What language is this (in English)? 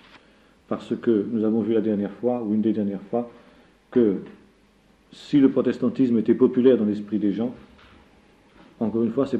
French